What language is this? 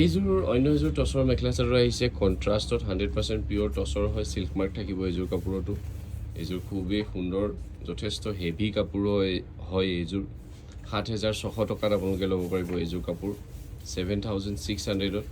Assamese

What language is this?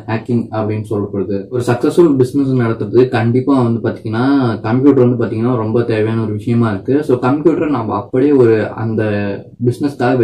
Tamil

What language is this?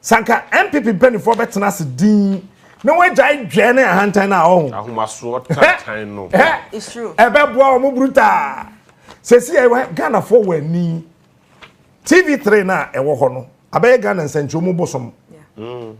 Akan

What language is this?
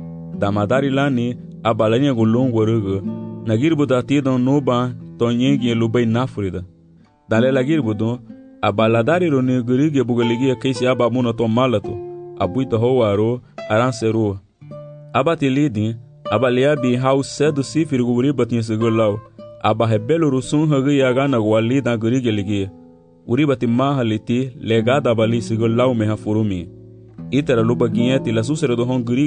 Garifuna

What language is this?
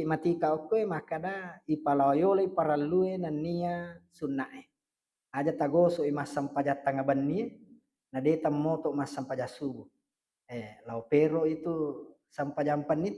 Buginese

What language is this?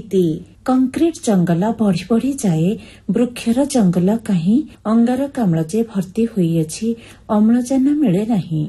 Odia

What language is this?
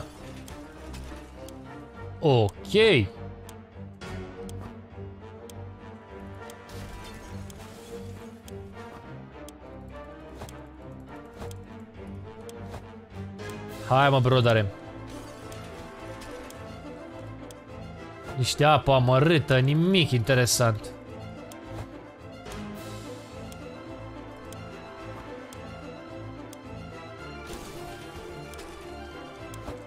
Romanian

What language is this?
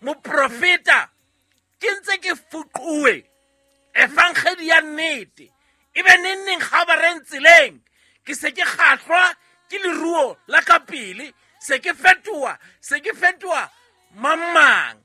Southern Sotho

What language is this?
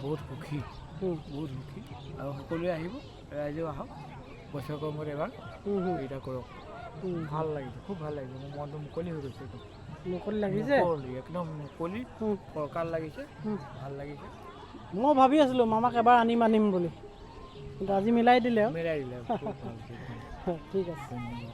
Assamese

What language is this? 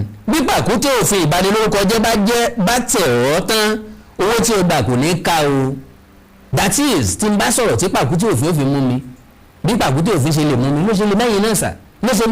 Yoruba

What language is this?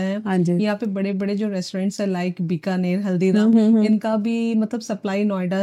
Hindi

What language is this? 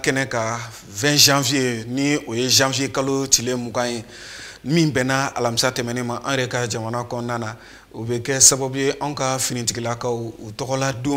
Bambara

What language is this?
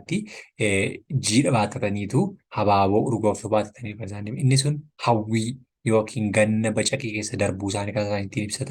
Oromo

